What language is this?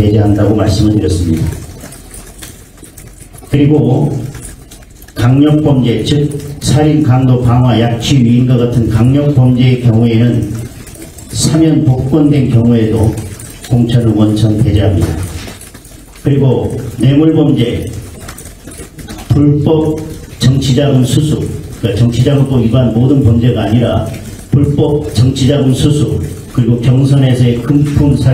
Korean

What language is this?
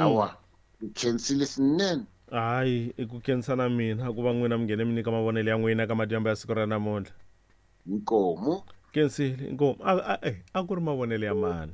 Tsonga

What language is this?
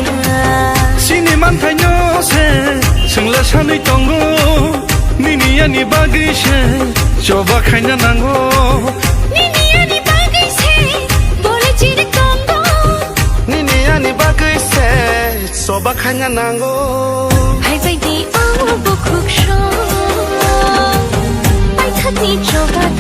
Kok Borok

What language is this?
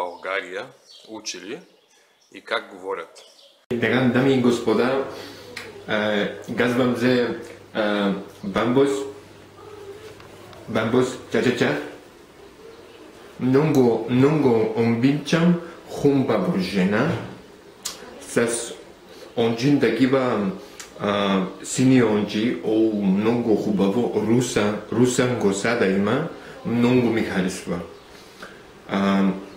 Bulgarian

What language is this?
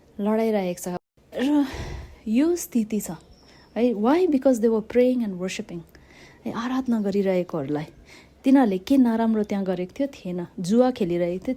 Nepali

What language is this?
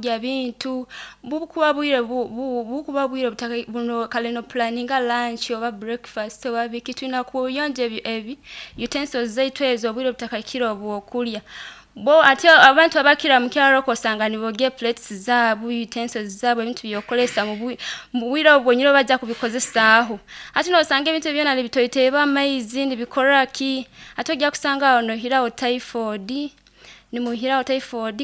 Nyoro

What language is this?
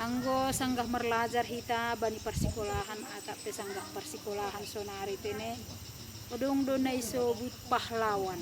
Batak Simalungun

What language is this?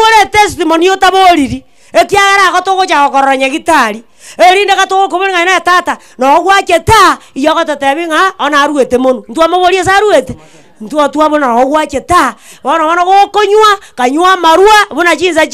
Gusii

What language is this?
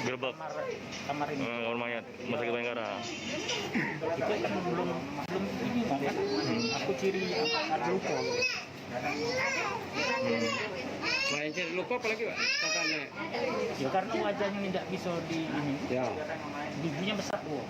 Musi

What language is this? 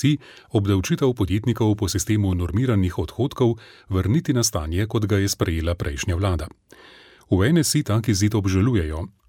Slovenian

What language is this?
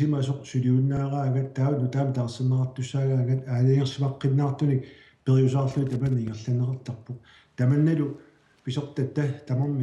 Kalaallisut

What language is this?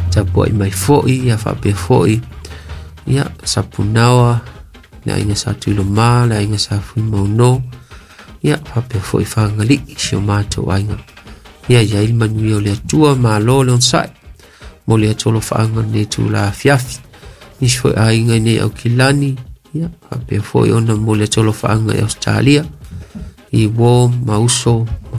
Samoan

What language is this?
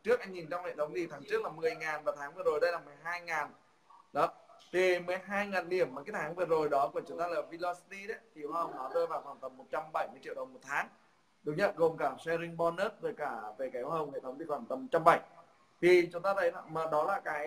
Vietnamese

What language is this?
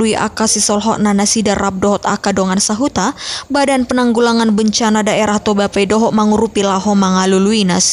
Batak Toba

